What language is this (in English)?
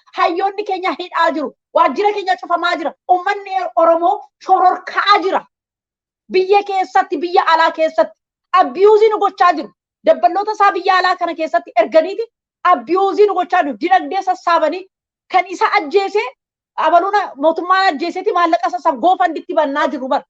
Oromo